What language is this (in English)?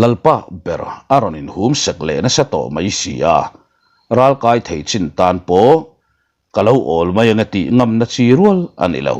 Mizo